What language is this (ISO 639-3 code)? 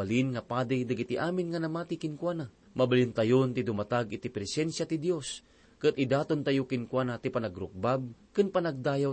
ilo